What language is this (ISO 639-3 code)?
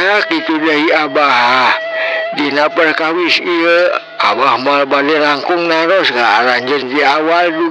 sun